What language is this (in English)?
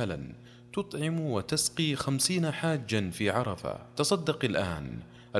Najdi Arabic